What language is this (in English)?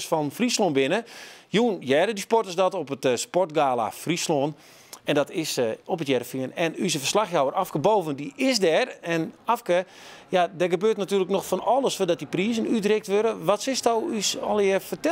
Western Frisian